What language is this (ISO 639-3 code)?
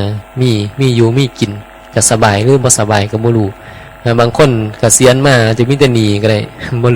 tts